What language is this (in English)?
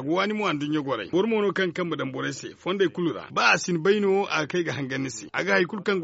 Zarma